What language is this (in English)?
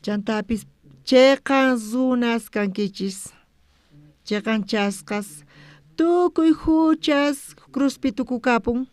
South Bolivian Quechua